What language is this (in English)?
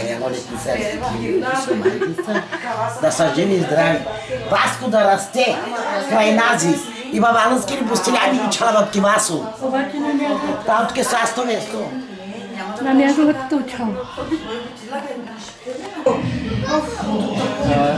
Bulgarian